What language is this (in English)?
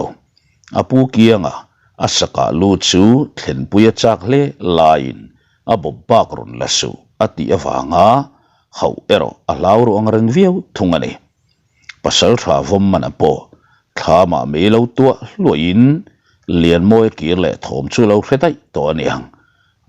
Mizo